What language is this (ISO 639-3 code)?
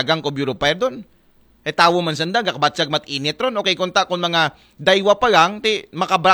akl